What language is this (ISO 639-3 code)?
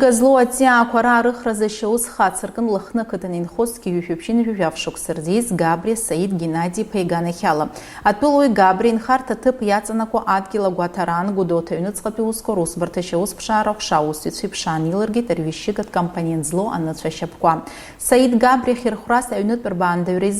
abk